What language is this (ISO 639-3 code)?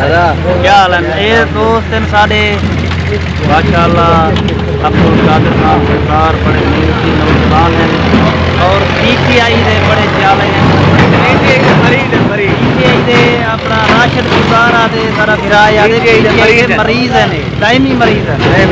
skr